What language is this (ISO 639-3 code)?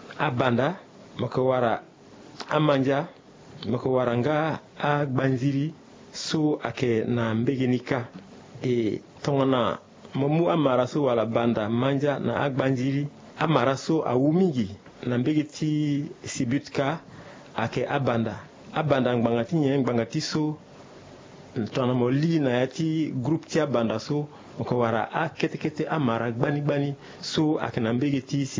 sag